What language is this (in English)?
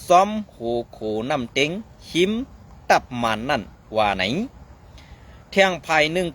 Shan